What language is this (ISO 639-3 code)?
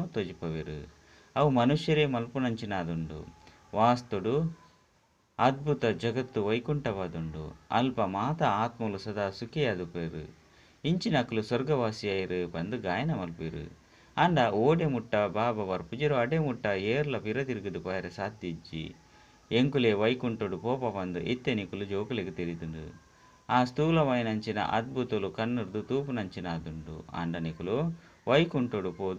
tcy